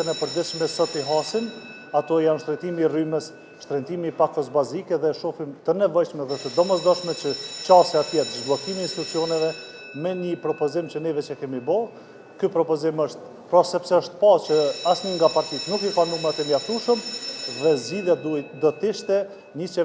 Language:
Albanian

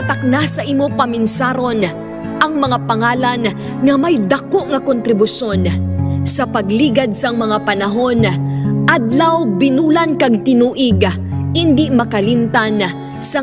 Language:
Hiligaynon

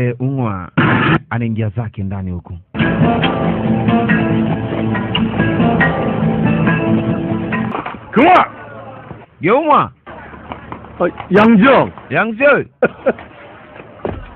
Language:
Swahili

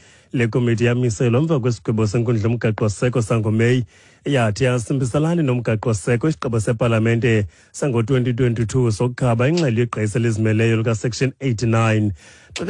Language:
Xhosa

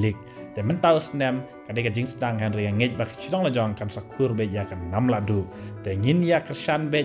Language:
Khasi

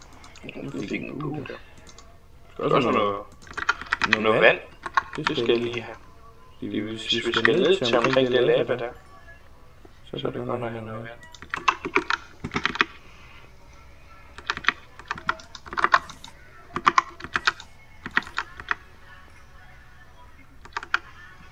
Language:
Danish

